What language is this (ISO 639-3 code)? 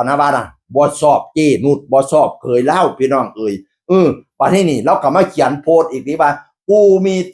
tts